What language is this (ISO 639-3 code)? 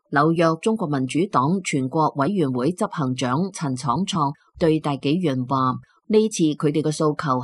yue